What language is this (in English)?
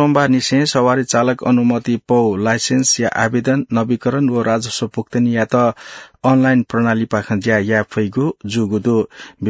Newari